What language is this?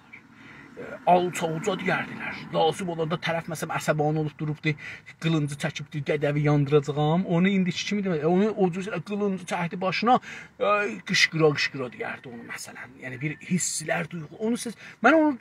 South Azerbaijani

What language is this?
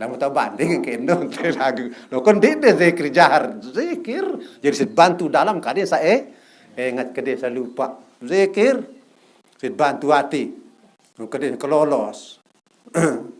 Sasak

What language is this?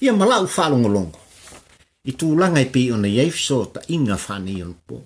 Samoan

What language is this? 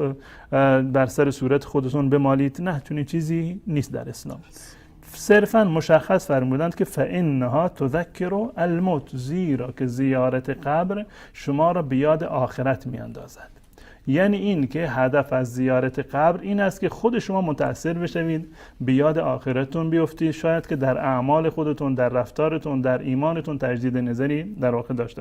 Persian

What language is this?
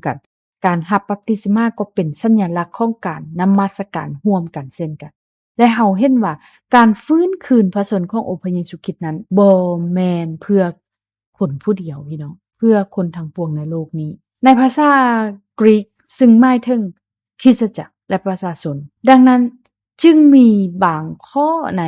Lao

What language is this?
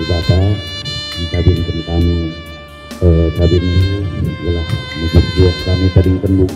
Batak Karo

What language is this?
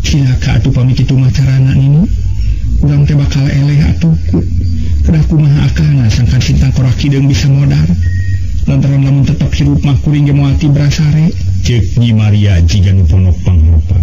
Sundanese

